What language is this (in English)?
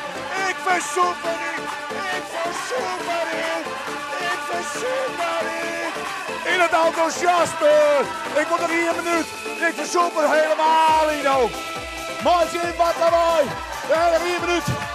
Western Frisian